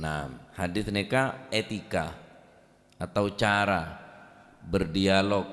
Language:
Madurese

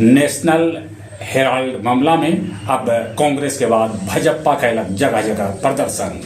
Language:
Magahi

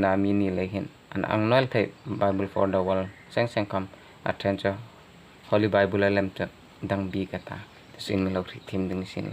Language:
Hmar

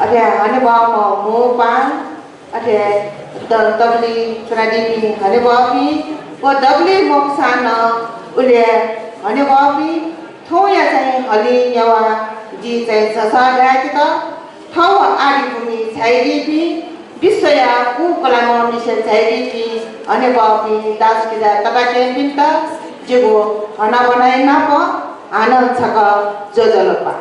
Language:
Newari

